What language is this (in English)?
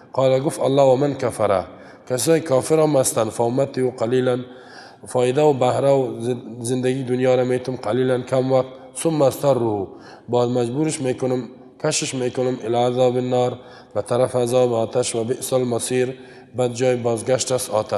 Persian